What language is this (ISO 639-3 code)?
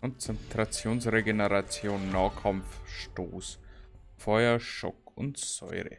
bar